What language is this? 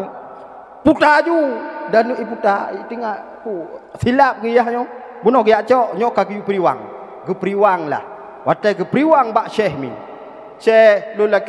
Achinese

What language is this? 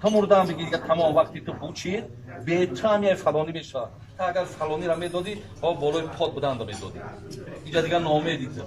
Tajik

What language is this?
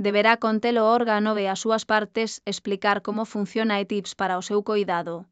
Galician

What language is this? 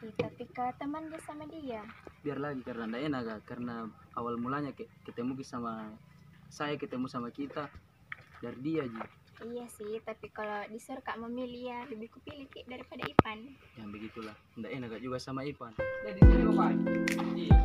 Makassar Malay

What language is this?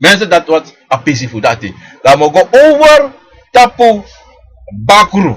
Sranan Tongo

